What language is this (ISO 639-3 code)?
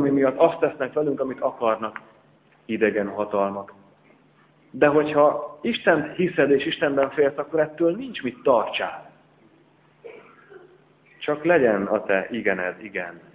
hun